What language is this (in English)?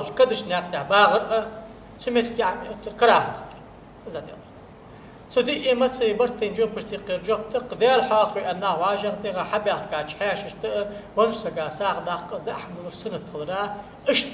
Ingush